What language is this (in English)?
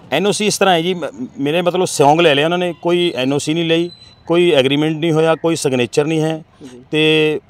Punjabi